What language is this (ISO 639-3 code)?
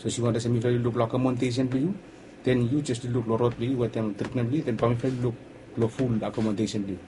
bis